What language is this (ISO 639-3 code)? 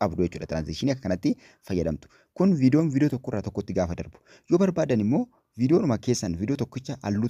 orm